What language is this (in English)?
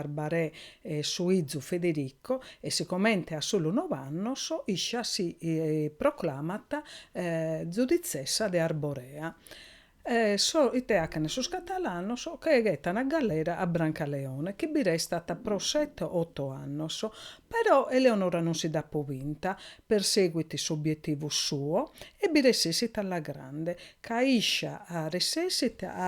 Sardinian